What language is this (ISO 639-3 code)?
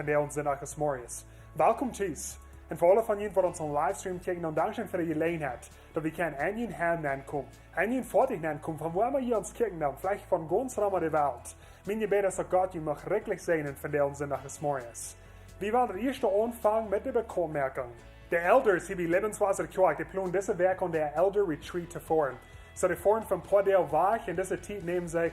pdt